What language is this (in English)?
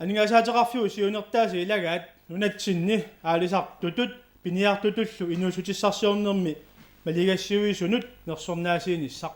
Kalaallisut